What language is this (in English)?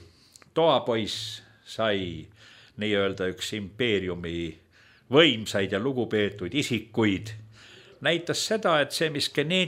Estonian